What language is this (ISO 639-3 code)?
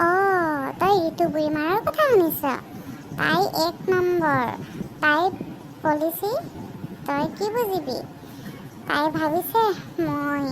asm